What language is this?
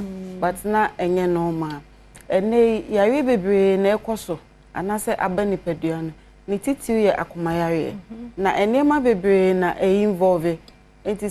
Akan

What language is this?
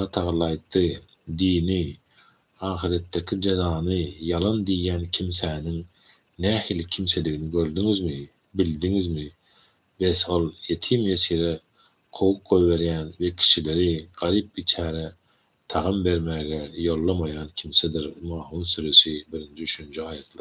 Turkmen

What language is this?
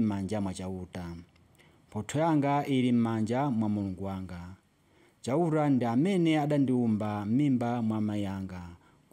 Nyanja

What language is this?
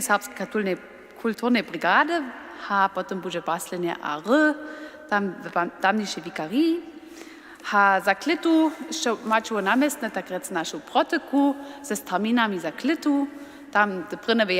Upper Sorbian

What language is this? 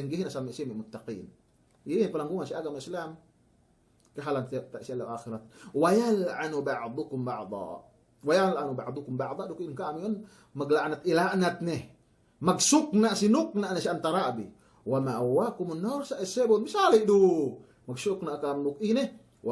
Yakan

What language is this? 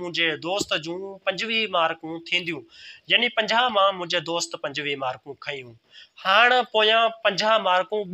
Sindhi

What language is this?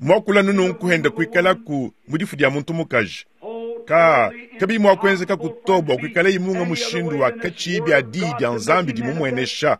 Luba-Lulua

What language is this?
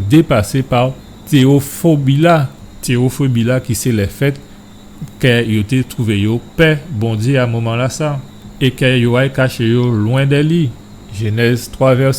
Guadeloupean Creole French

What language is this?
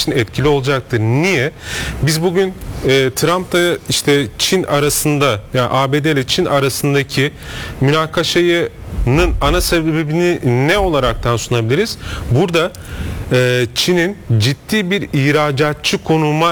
Turkish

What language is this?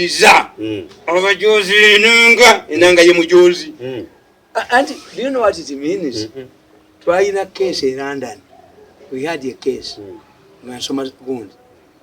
Ganda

